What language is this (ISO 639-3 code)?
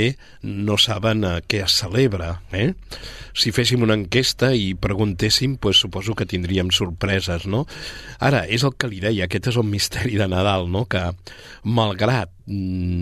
cat